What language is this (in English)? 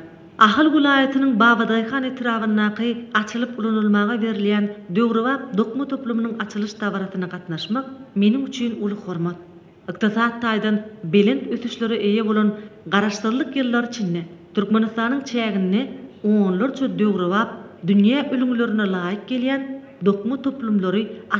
Turkmen